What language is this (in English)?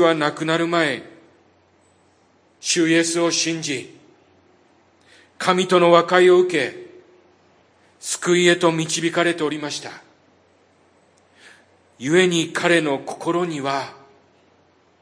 Japanese